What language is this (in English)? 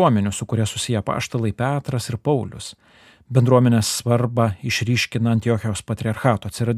Lithuanian